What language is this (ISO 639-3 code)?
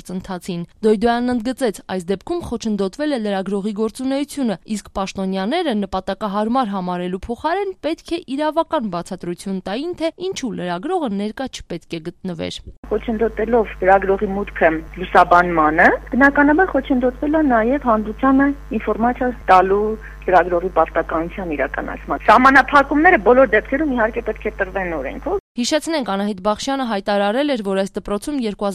hye